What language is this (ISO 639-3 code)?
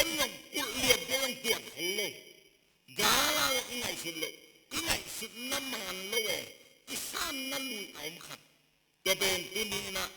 ctd